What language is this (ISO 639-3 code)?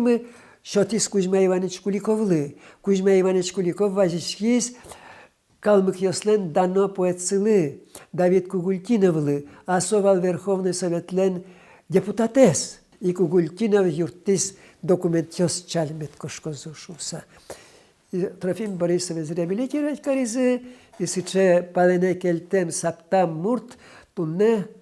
udm